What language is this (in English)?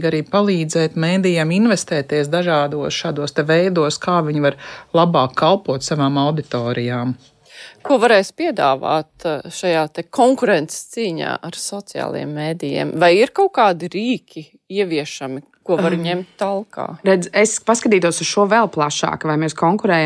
Latvian